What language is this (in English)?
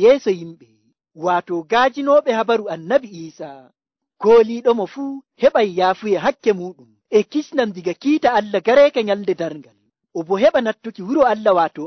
Nigerian Fulfulde